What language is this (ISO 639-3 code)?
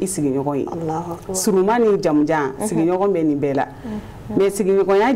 bam